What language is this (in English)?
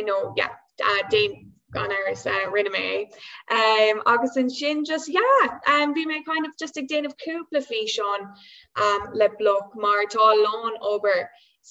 Irish